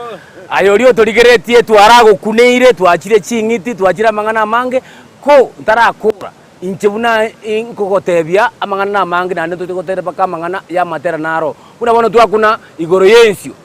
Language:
Gusii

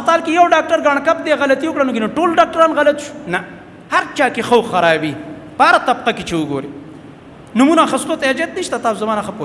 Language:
Pashto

